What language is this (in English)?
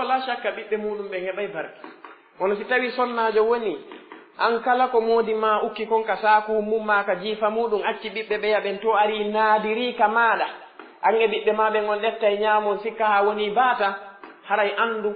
Pular